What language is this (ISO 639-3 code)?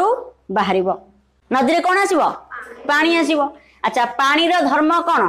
ori